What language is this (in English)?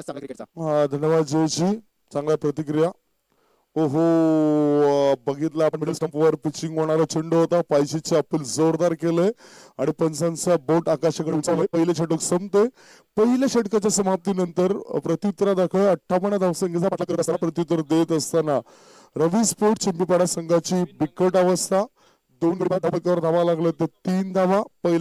Marathi